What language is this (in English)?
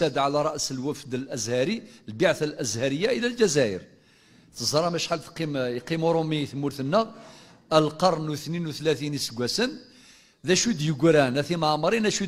Kabyle